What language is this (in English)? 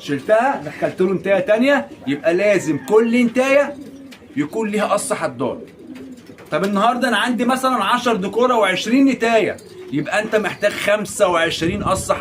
Egyptian Arabic